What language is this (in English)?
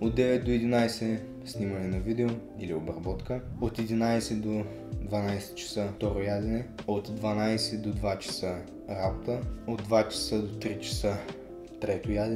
Bulgarian